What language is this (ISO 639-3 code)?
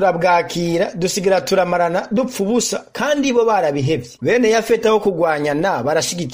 run